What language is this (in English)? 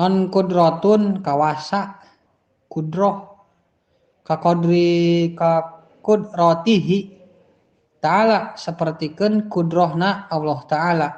Sundanese